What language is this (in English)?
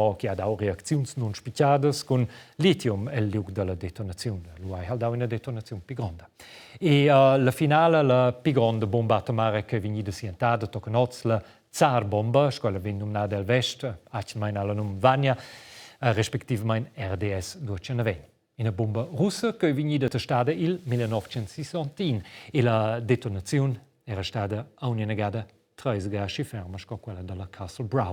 Romansh